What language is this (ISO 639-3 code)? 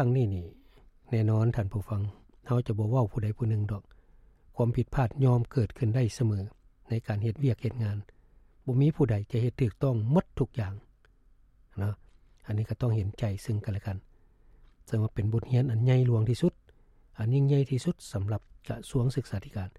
lao